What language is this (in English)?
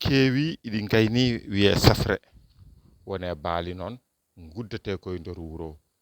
Fula